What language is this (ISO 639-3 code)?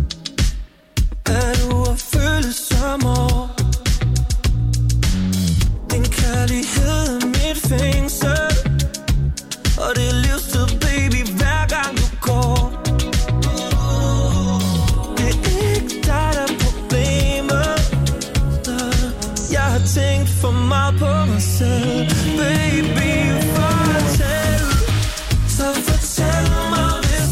dan